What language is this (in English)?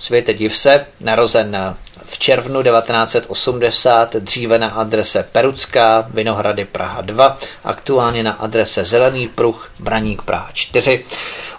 Czech